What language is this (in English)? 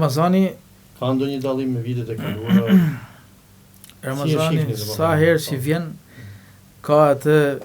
Albanian